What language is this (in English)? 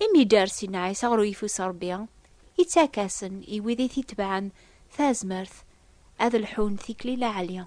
Kabyle